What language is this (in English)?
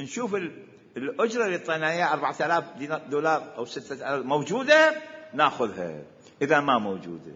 Mesopotamian Arabic